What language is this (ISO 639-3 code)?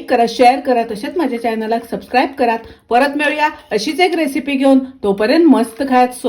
kok